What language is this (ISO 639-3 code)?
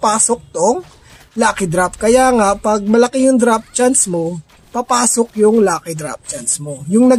fil